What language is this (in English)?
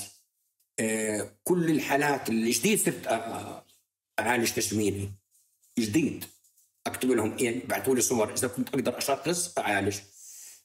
North Levantine Arabic